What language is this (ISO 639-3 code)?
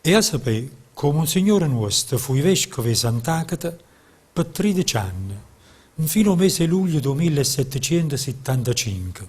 nap